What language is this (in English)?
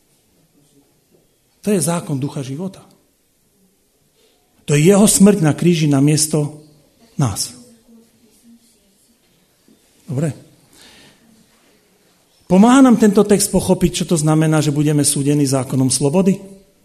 Slovak